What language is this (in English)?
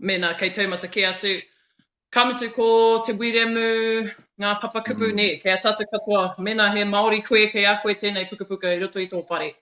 Māori